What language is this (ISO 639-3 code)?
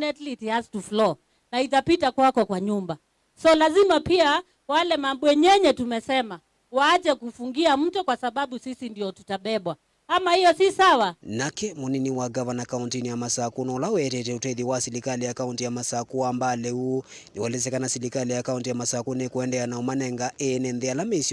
kam